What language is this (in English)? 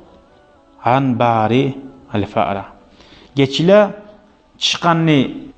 Kumyk